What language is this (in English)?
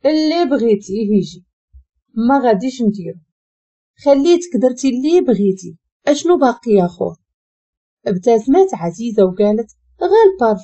Moroccan Arabic